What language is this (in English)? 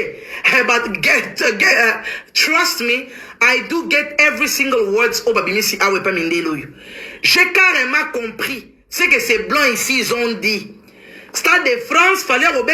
Lingala